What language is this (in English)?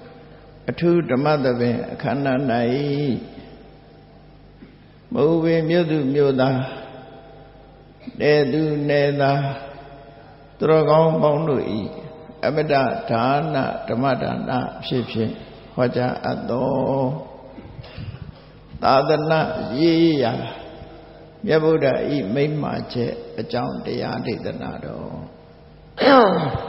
Burmese